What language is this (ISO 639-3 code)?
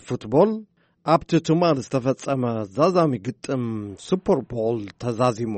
tir